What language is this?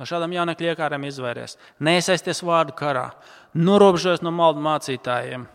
Latvian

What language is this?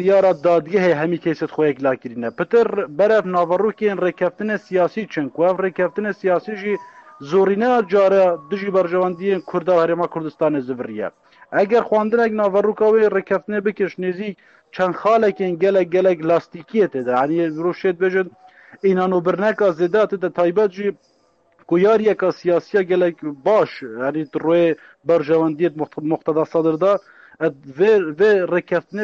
Kurdish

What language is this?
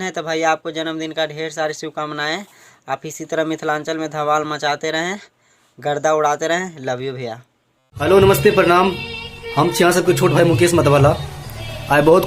Maithili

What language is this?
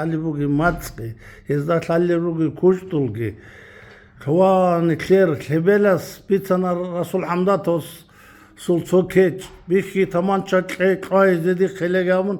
Avaric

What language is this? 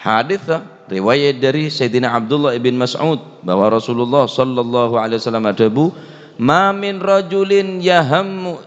Madurese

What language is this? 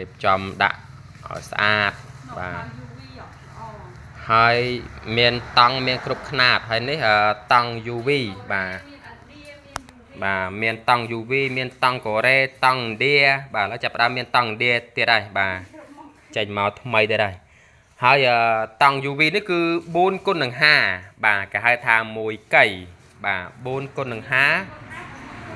Khmer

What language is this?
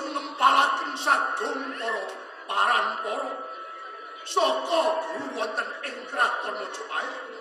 Javanese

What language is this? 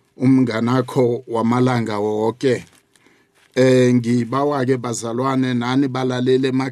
South Ndebele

